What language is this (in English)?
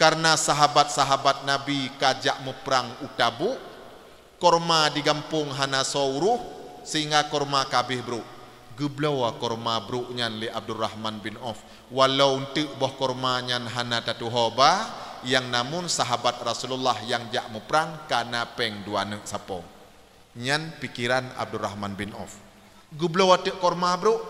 Achinese